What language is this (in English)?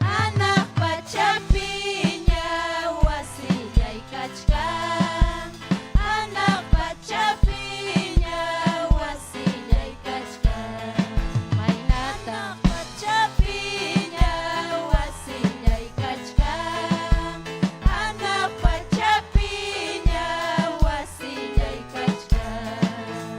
Ayacucho Quechua